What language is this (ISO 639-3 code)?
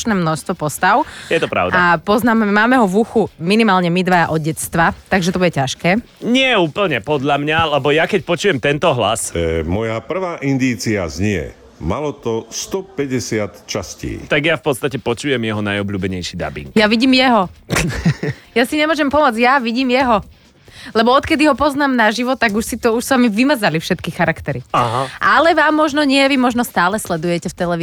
slk